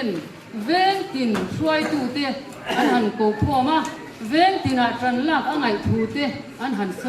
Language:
Mizo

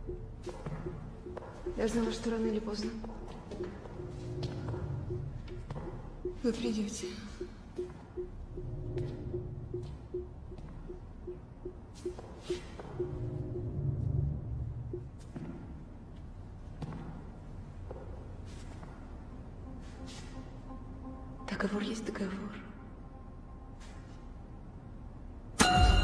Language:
Russian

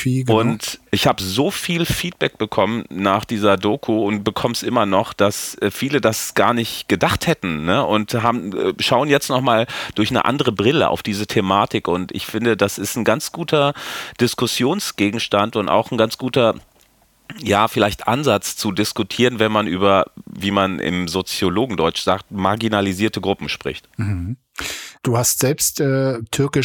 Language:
German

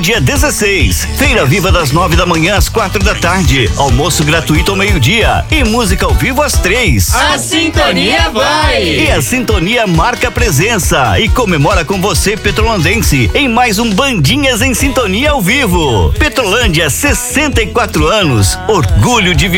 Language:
Portuguese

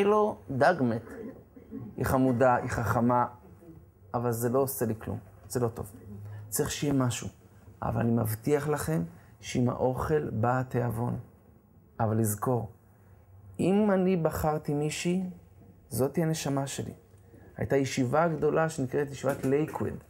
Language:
Hebrew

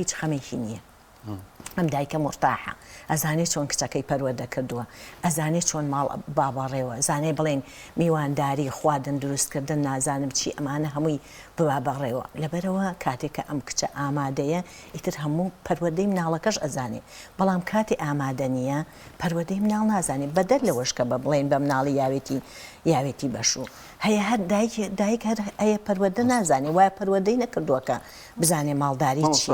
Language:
Central Kurdish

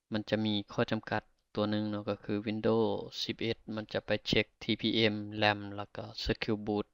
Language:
Lao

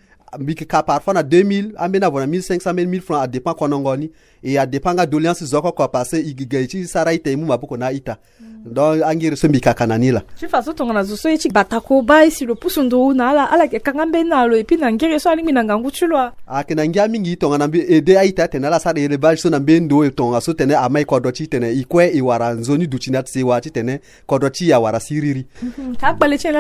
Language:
Sango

